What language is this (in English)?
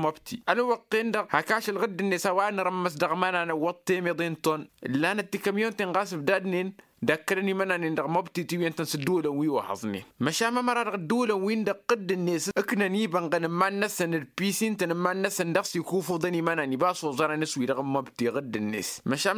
Tamasheq